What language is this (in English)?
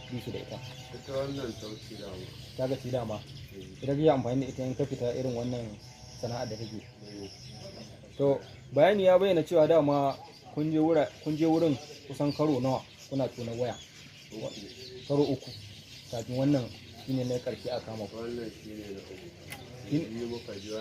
Hausa